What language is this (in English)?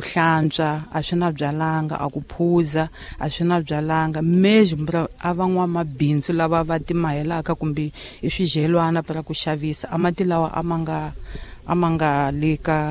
Tsonga